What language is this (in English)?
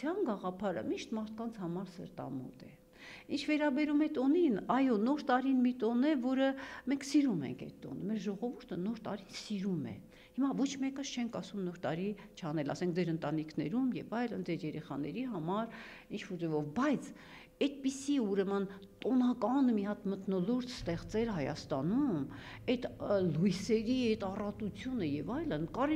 Armenian